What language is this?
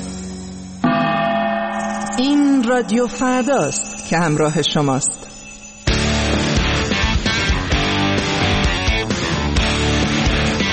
Persian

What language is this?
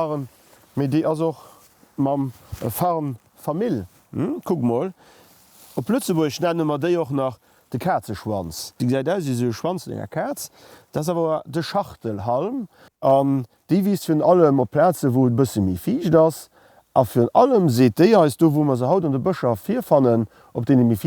Luxembourgish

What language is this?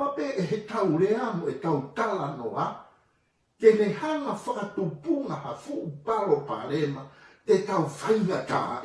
Tongan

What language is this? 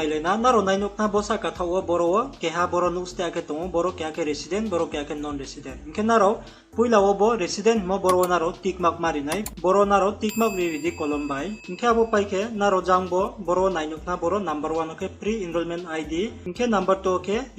Riang (India)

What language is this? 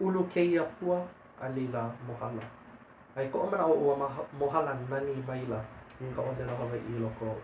Hawaiian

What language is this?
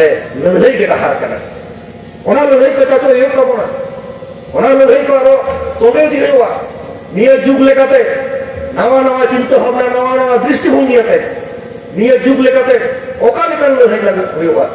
Santali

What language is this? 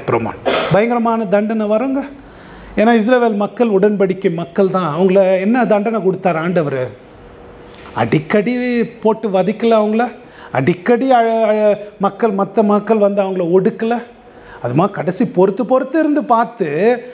Tamil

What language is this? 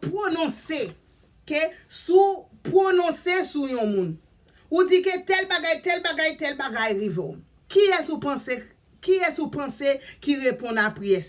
Haitian Creole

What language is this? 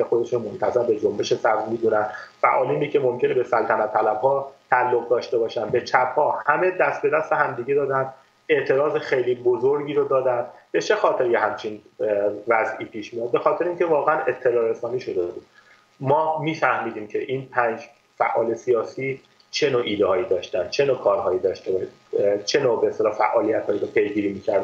Persian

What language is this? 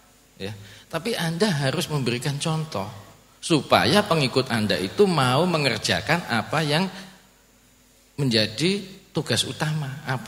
Indonesian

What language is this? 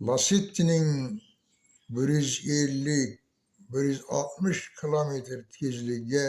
Uzbek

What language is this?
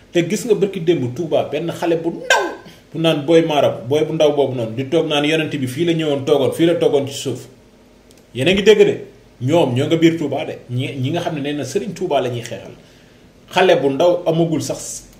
Wolof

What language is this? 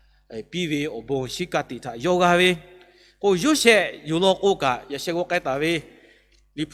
Lahu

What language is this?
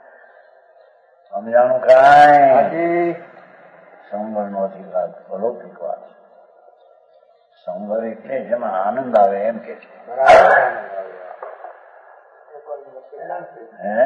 Gujarati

